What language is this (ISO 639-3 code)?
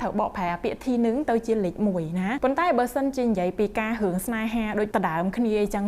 khm